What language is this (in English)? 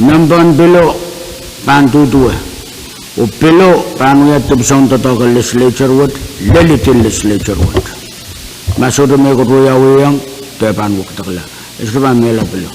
Pohnpeian